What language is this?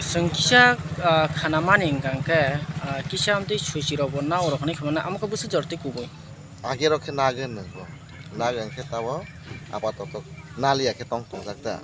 Kok Borok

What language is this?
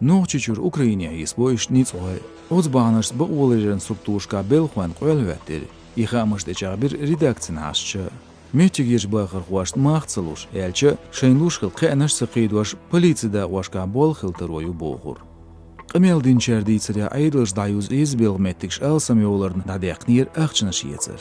Chechen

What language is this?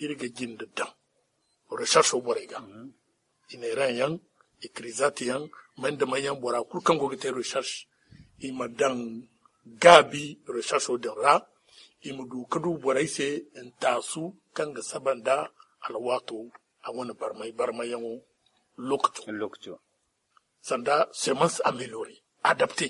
Zarma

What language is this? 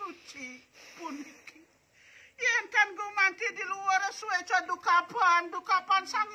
Balinese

